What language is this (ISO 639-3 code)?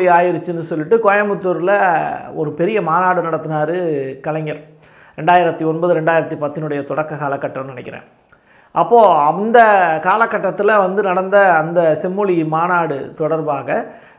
tam